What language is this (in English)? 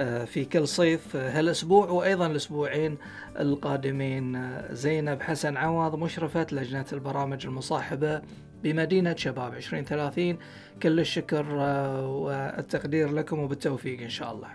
Gulf Arabic